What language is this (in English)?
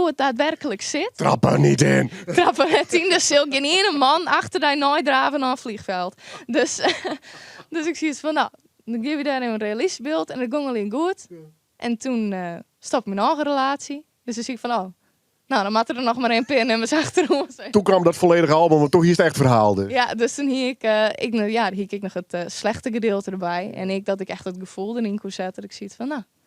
Western Frisian